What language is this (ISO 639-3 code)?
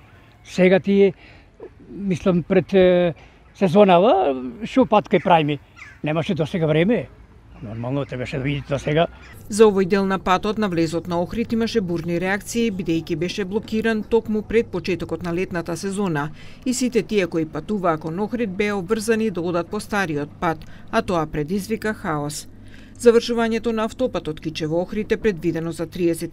mkd